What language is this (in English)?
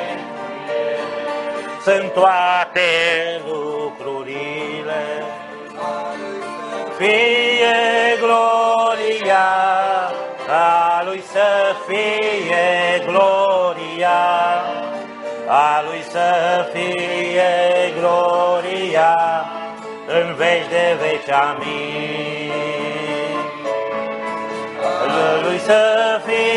Romanian